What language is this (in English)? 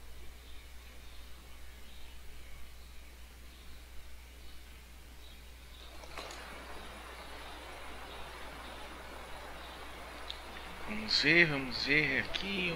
Portuguese